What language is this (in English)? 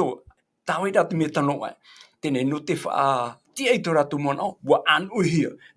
Tahitian